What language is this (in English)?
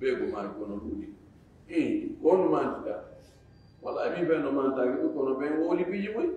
Fula